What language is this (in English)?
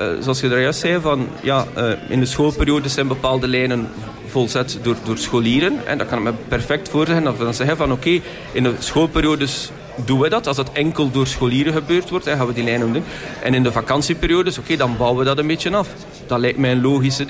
Dutch